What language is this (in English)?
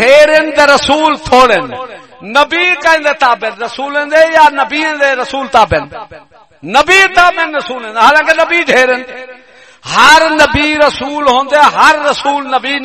Saraiki